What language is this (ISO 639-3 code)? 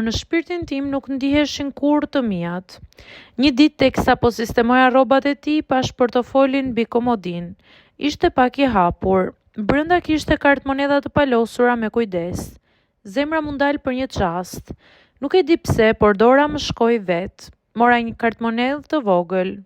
sqi